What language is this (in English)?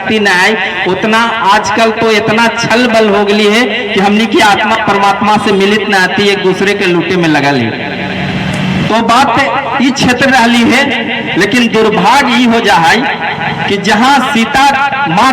Magahi